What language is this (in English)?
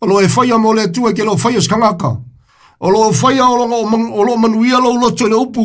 Samoan